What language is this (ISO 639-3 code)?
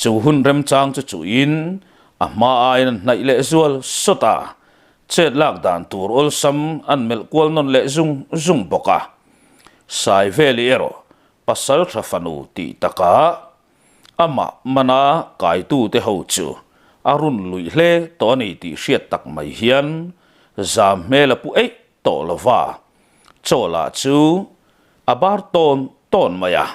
lus